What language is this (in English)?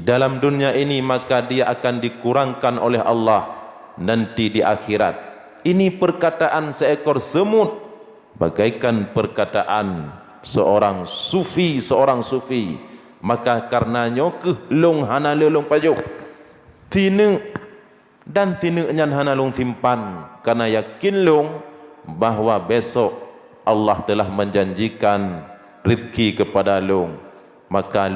Achinese